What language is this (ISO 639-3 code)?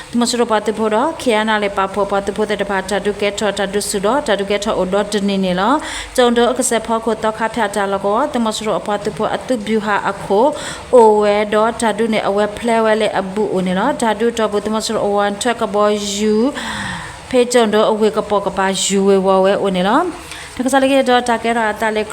ksw